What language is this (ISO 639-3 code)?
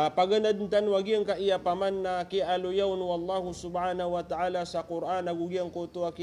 mrw